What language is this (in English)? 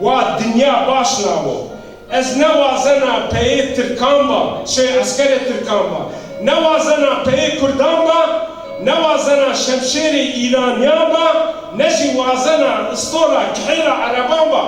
Zaza